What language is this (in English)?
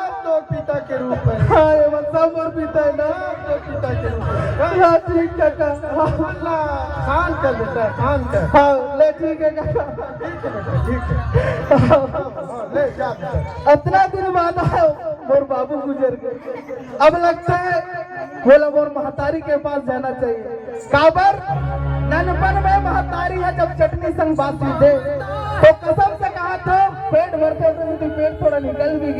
Chhattisgarhi